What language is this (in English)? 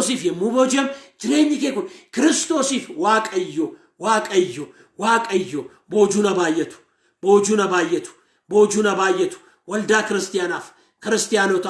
Oromo